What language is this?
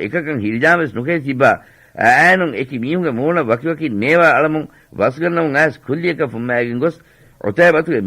Divehi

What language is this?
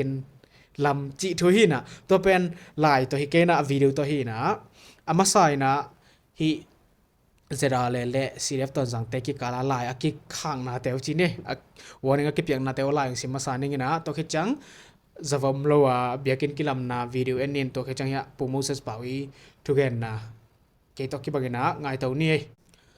Tedim Chin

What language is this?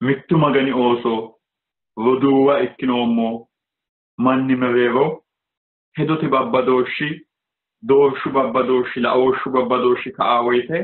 Sidamo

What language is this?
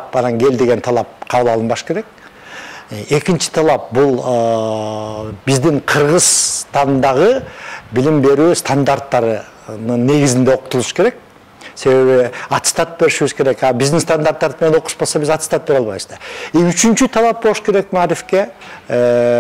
Kyrgyz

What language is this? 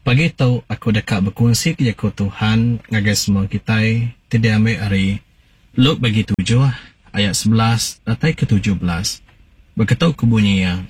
Iban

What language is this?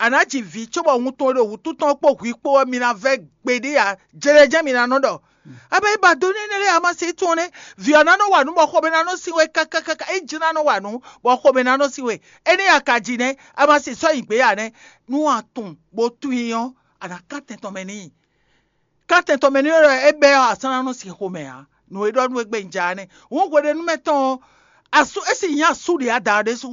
Fon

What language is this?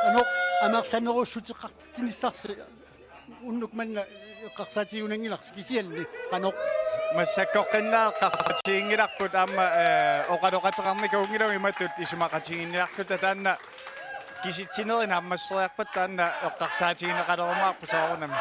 Kalaallisut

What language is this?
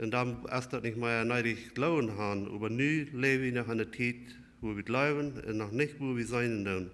Plautdietsch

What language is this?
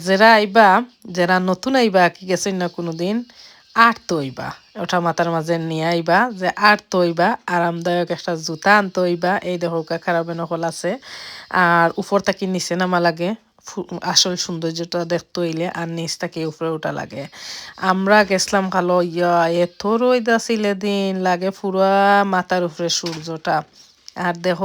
Sylheti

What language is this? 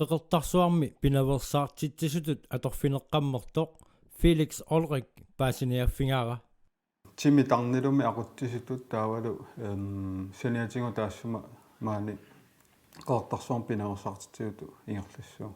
Kalaallisut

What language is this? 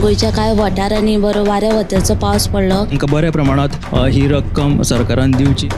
Konkani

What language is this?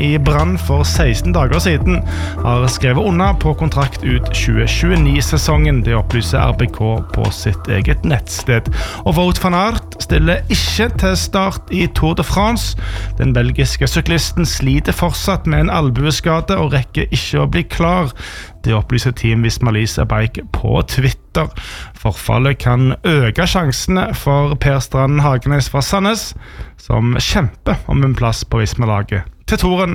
Norwegian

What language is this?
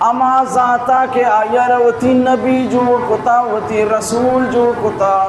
Baluchi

